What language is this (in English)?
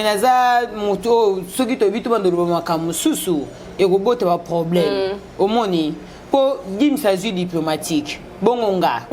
Lingala